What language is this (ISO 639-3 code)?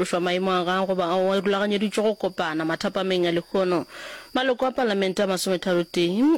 nso